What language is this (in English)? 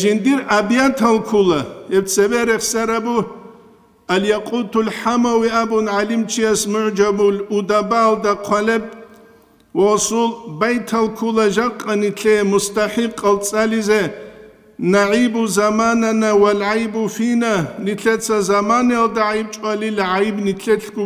Avaric